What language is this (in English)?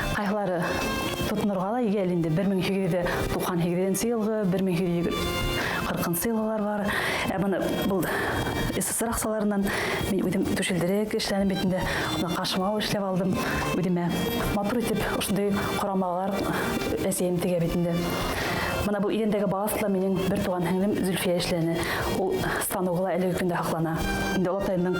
Bashkir